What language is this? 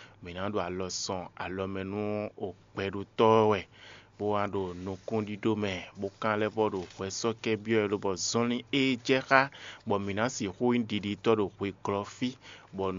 Fon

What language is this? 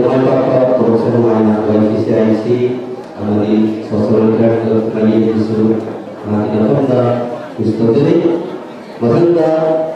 Malay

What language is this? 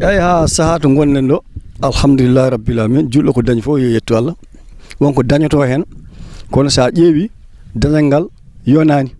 Fula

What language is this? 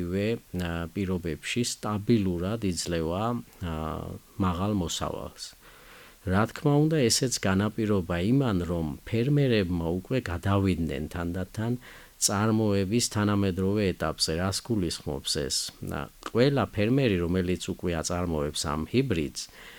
Georgian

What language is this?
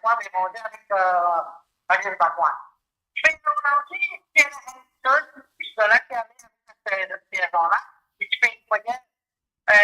Morisyen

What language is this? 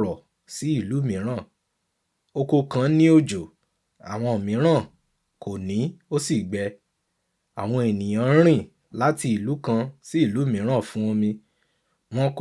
Yoruba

